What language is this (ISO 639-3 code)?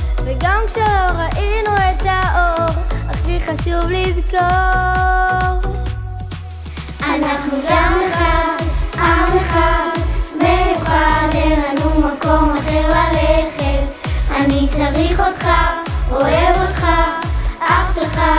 heb